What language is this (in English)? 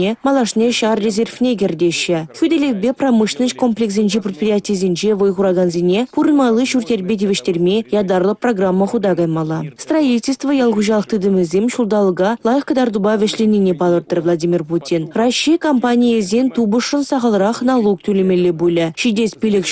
Chuvash